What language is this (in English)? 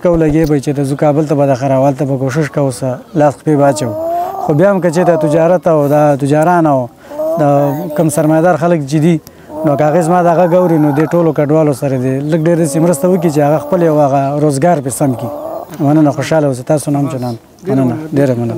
Pashto